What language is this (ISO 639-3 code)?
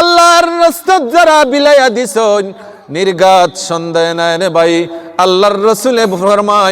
syl